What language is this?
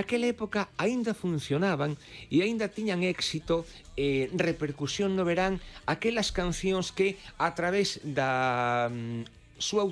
Galician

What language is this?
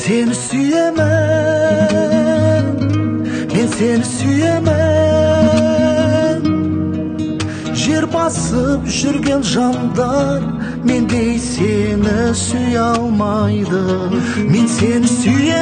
Kazakh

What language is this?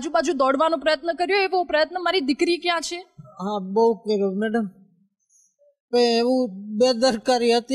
Gujarati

